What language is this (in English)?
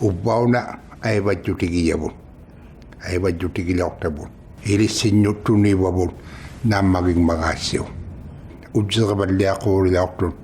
Inuktitut